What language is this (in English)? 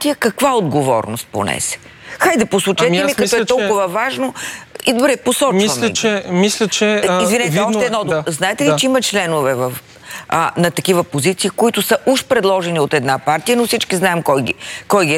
Bulgarian